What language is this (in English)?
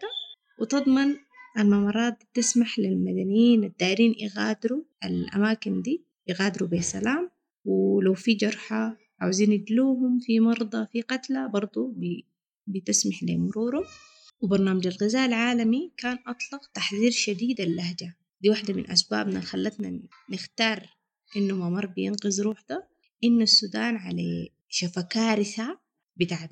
Sudanese Arabic